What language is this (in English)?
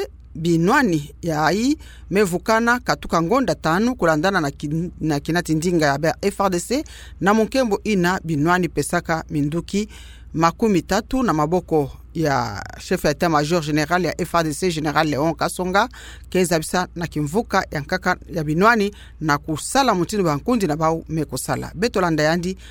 Kituba (Democratic Republic of Congo)